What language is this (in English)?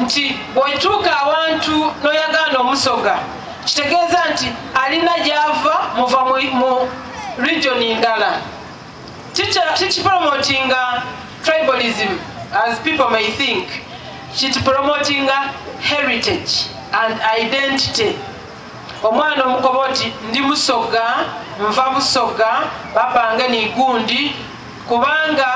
Soga